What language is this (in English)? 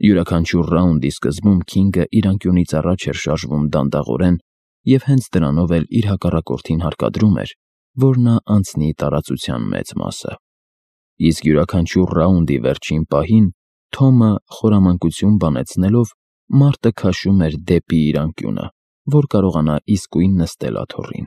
Armenian